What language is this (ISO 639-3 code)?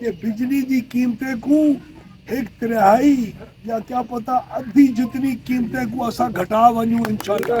skr